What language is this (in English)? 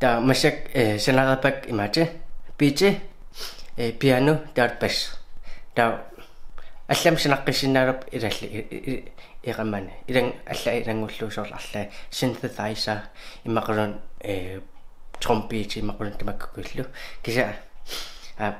Kalaallisut